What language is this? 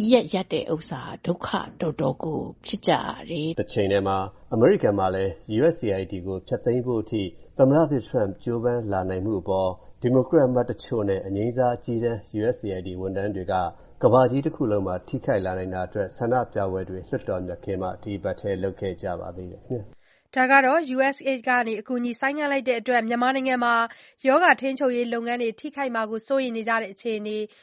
Burmese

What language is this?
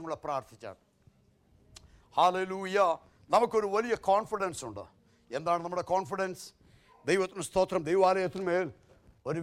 Malayalam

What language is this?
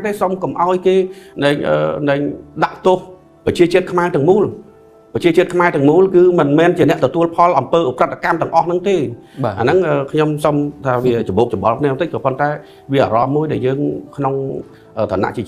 Khmer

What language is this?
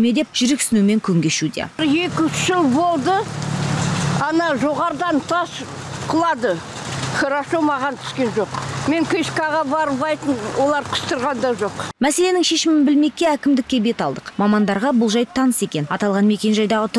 Kazakh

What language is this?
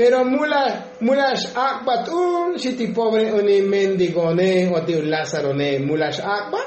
Tzotzil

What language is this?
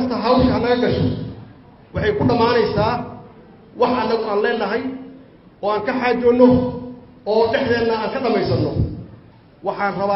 Somali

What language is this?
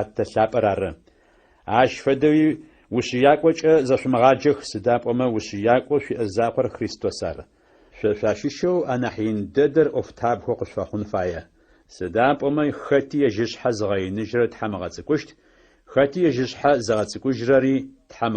Adyghe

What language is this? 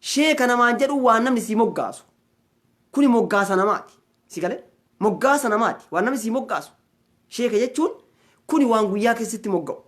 Oromo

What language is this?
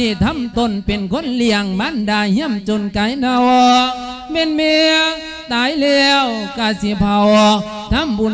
Lao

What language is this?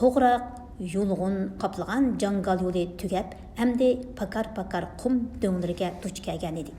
Uyghur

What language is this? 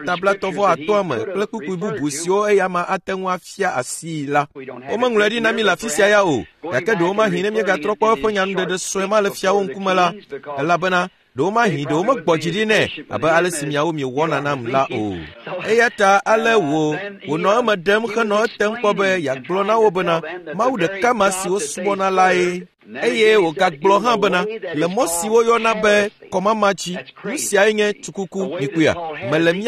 Ewe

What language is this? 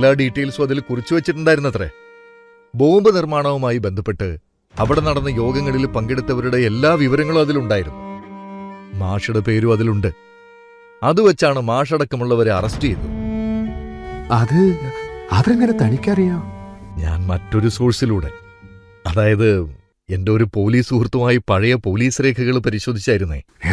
Malayalam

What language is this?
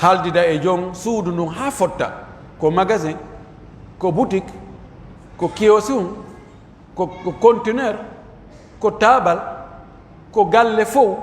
Pular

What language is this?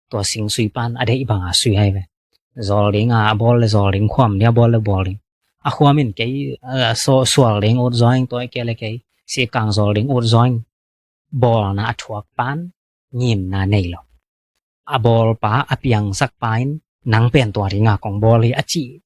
Tedim Chin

